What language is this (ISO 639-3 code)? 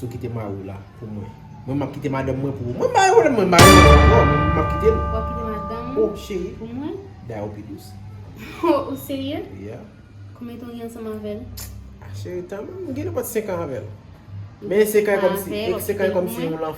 hat